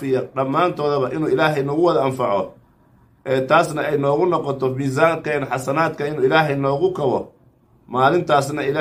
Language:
Somali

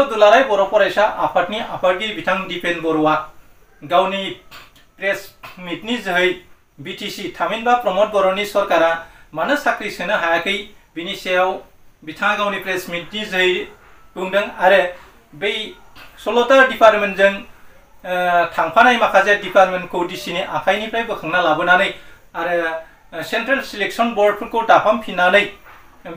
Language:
Bodo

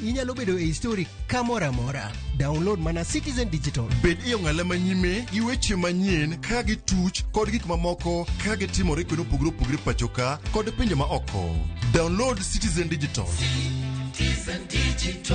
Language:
Luo (Kenya and Tanzania)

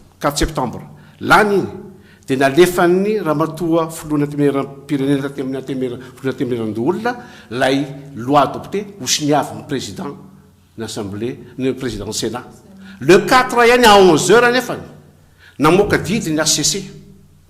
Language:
Malagasy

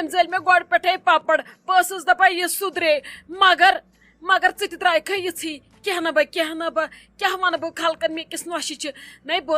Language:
Kashmiri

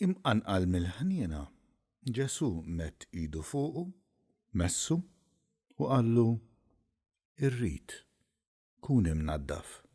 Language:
Maltese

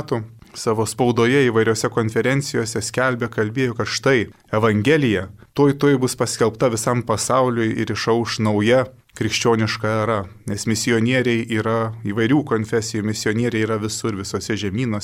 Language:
Lithuanian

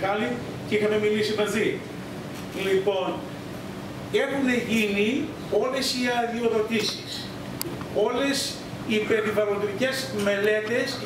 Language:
Greek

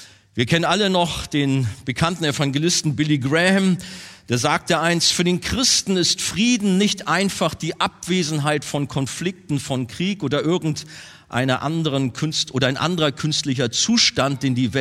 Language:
German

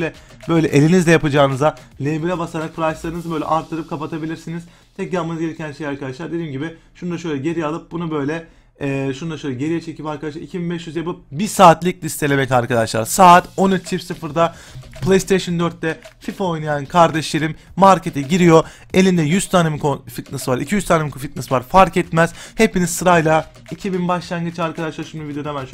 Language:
Turkish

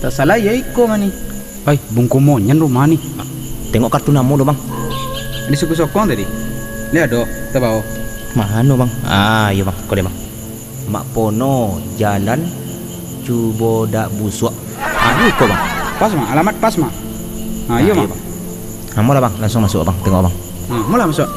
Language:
Minangkabau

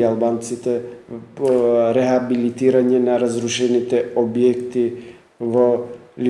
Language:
Macedonian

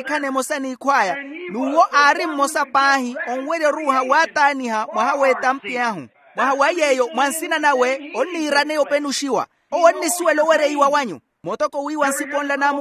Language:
Makhuwa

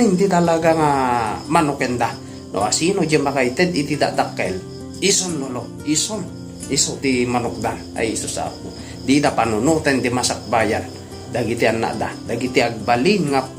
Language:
Iloko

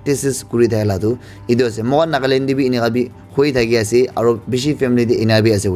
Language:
Naga Pidgin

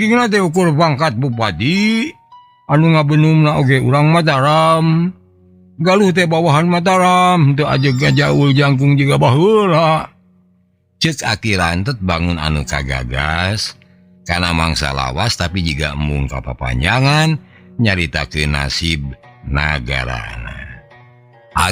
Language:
Sundanese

